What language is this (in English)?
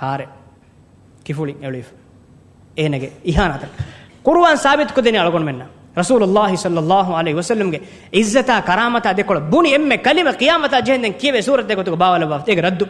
Divehi